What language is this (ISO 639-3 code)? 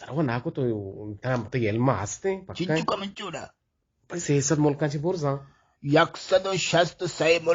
bgp